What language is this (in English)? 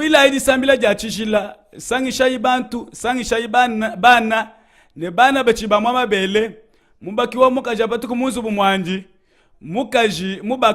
Luba-Lulua